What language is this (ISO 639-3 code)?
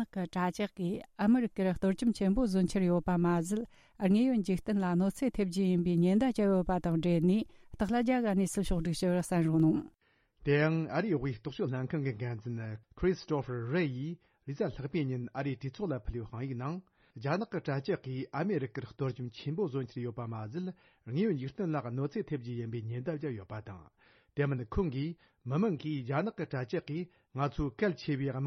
bod